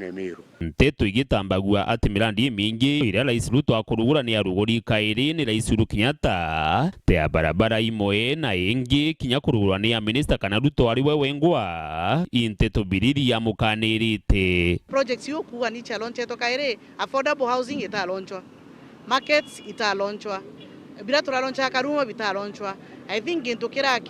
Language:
Meru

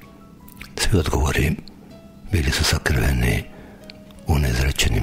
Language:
Croatian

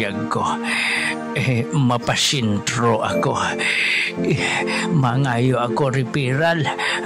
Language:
Hiligaynon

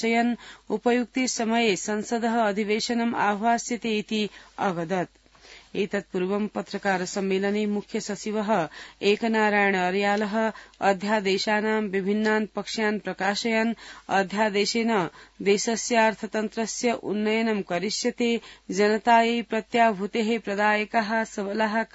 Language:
Sanskrit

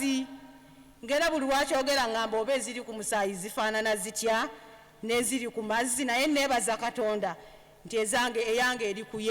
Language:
Ganda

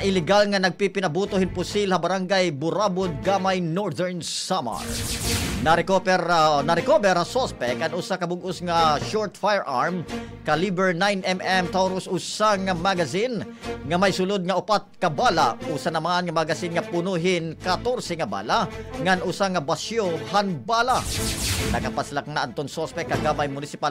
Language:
Waray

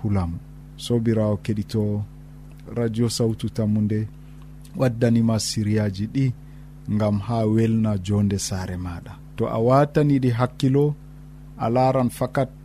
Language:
Nigerian Fulfulde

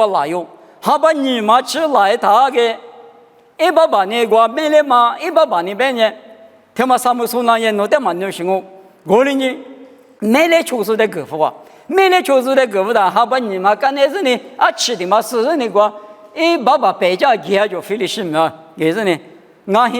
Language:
Lisu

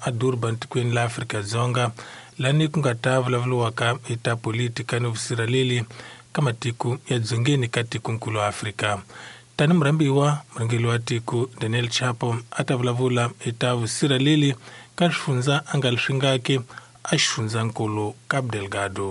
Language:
Tsonga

